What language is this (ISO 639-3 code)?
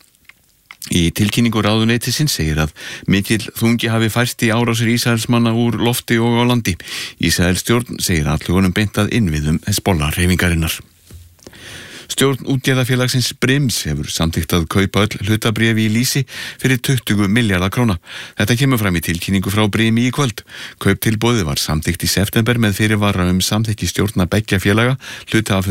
isl